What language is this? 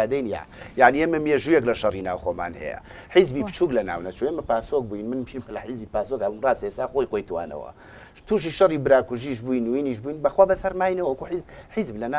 Central Kurdish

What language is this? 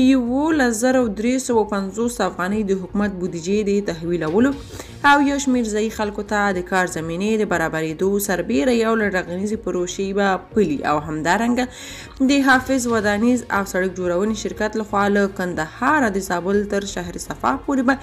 Pashto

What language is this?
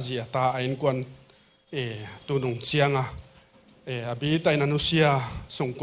Paite Chin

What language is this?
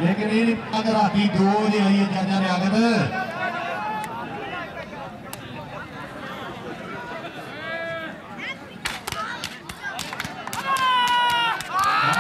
Hindi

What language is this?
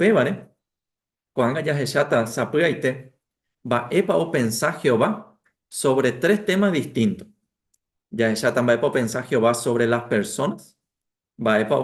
Guarani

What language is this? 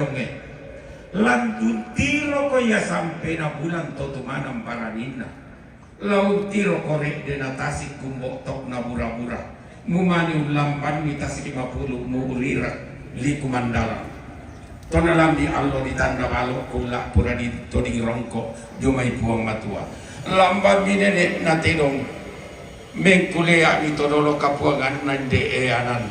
Toraja-Sa'dan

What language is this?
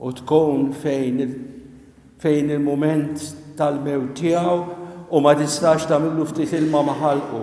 Maltese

